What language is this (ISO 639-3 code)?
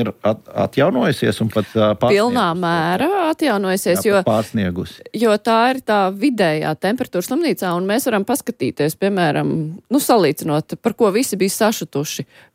lav